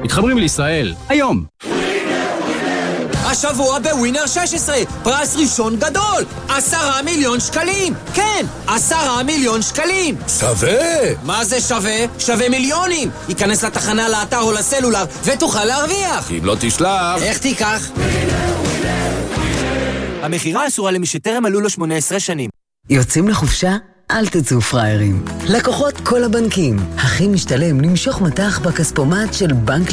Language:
Hebrew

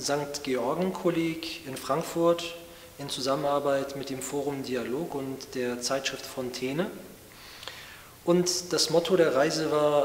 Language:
German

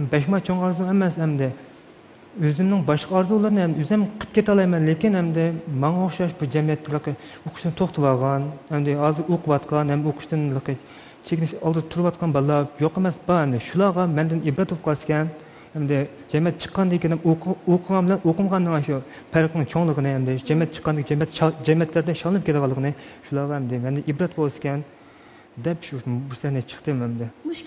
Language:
Uyghur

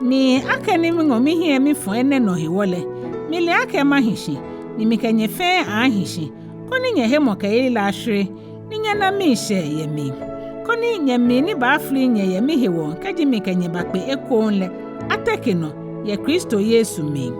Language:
Ga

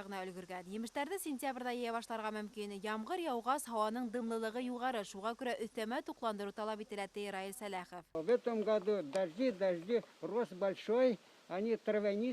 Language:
Bashkir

